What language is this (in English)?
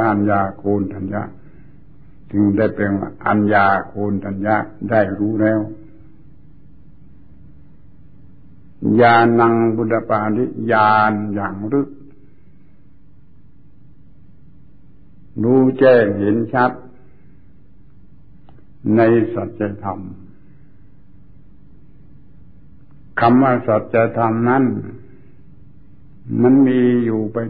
Thai